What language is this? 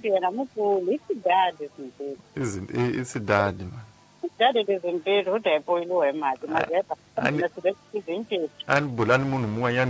Tsonga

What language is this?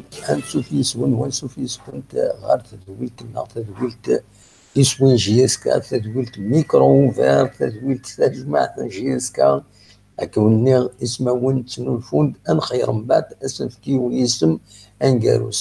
Kabyle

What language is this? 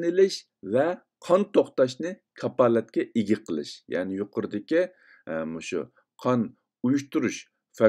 Uyghur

